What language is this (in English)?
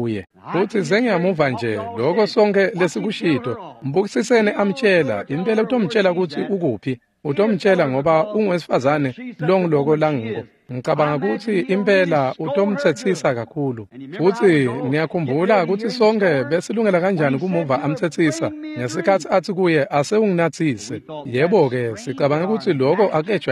Swati